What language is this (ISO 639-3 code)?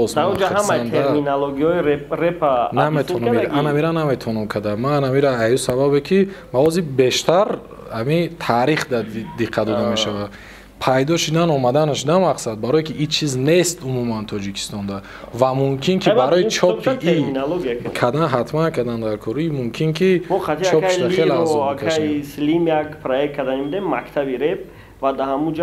tgk